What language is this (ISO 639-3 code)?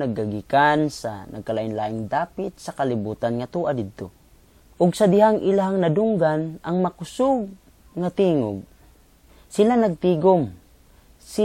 ceb